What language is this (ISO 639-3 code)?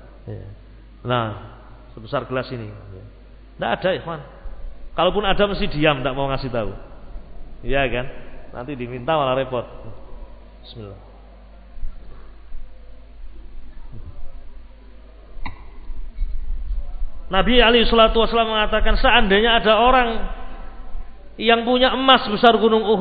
ind